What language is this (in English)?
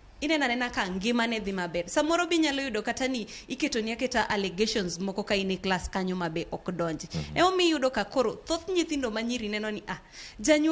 Luo (Kenya and Tanzania)